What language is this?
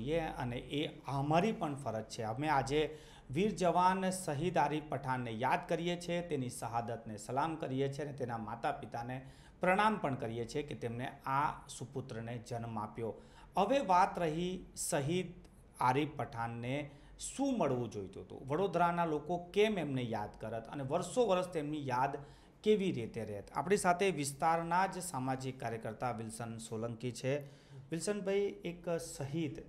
Gujarati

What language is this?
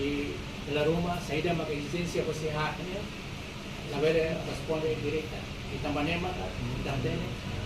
Tetum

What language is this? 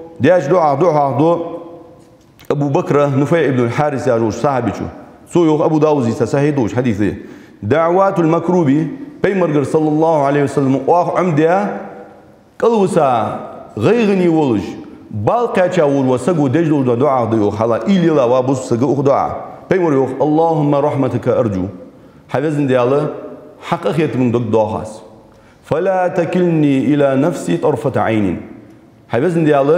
Ingush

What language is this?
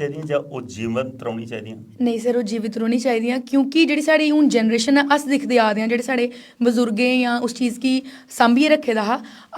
Dogri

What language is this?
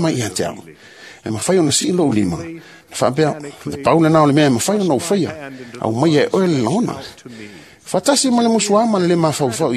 Samoan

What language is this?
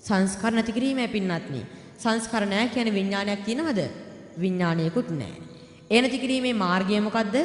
Sinhala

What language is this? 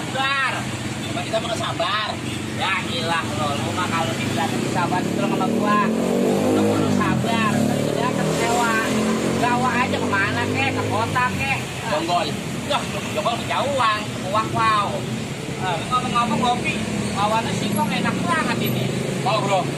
Betawi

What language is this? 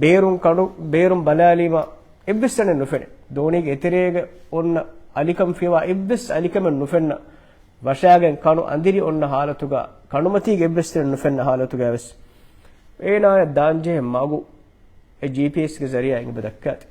Divehi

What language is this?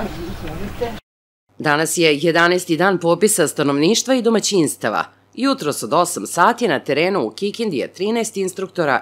Serbian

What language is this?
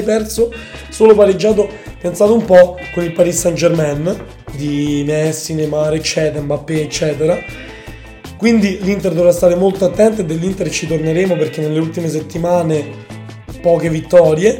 Italian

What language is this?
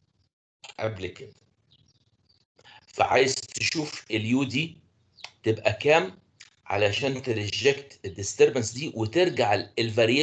Egyptian Arabic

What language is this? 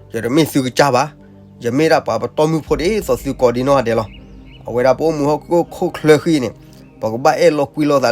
S'gaw Karen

